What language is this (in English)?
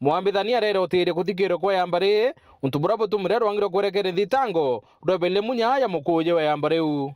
Meru